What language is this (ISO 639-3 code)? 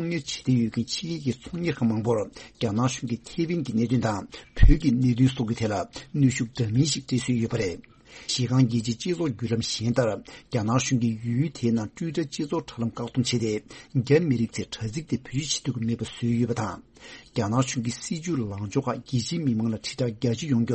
bod